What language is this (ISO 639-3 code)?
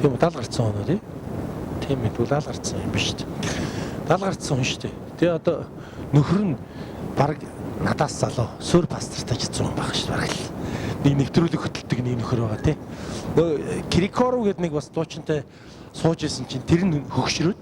mon